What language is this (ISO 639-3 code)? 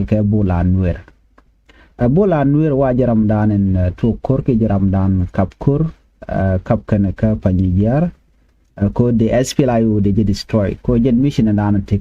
nus